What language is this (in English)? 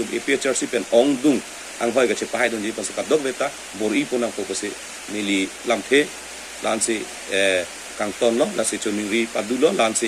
Karbi